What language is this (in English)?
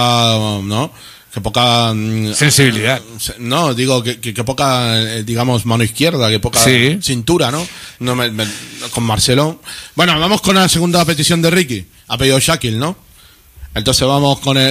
Spanish